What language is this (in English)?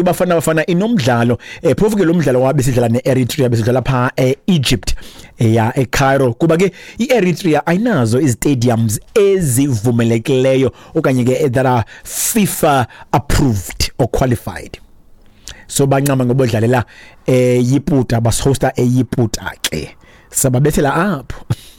Xhosa